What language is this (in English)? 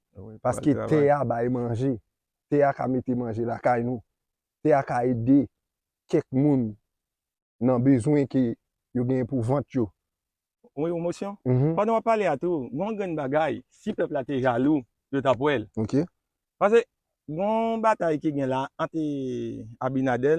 Haitian Creole